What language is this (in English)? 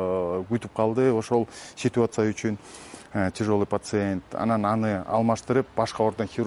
Kyrgyz